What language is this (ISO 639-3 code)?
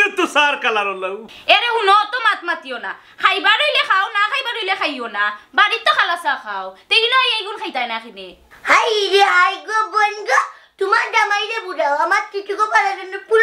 syl